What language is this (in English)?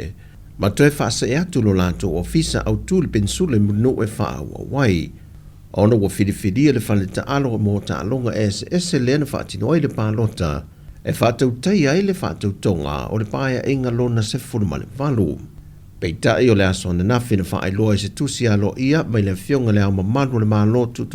Samoan